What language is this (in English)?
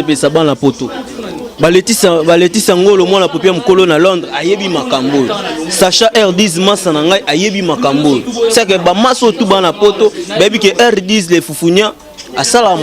Lingala